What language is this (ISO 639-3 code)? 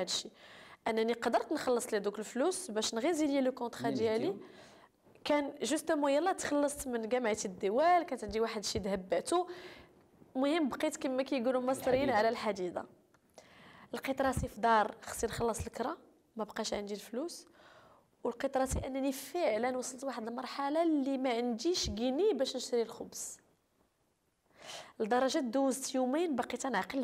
ary